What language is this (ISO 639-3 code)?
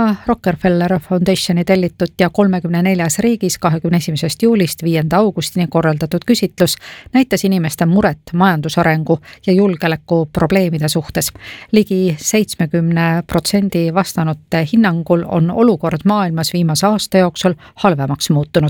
est